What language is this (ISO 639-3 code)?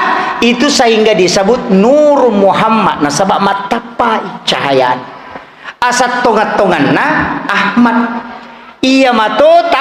bug